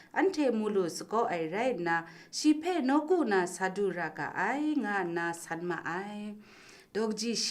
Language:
Kachin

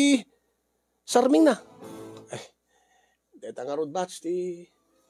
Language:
Iloko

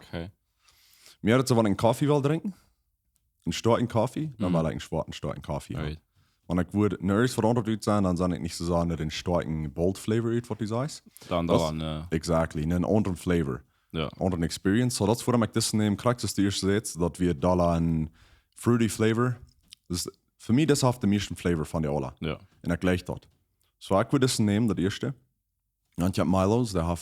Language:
Plautdietsch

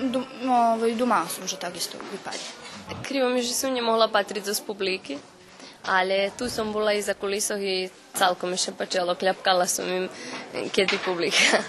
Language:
Rusyn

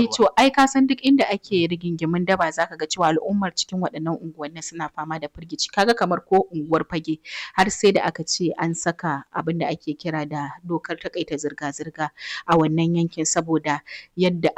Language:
Hausa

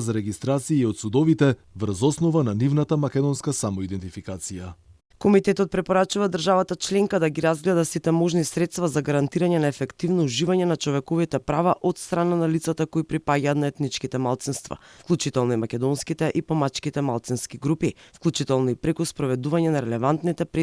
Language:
Macedonian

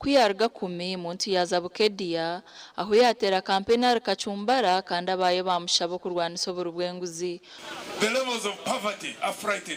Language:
Nyankole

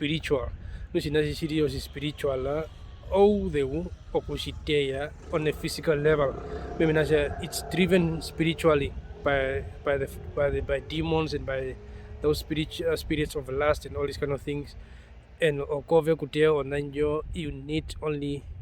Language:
Herero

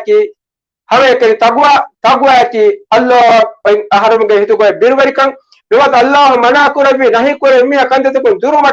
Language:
Divehi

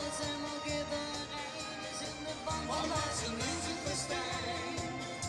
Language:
Limburgish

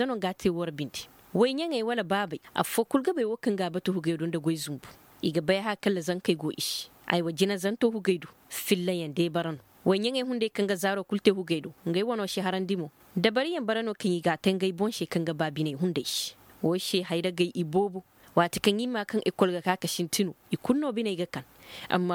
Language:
Koyraboro Senni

